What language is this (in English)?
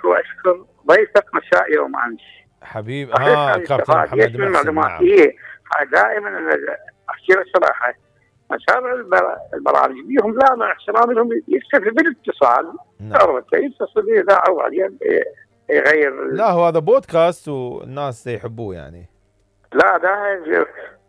Mesopotamian Arabic